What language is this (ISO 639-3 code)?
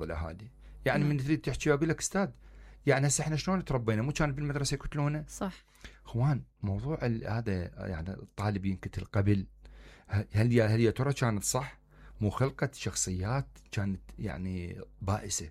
acm